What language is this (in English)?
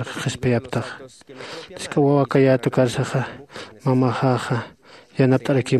Aymara